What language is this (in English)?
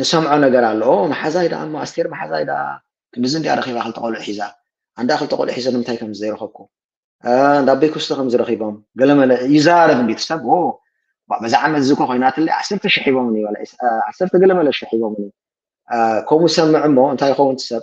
Tigrinya